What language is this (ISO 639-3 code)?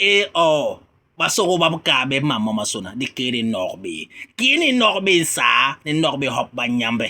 bas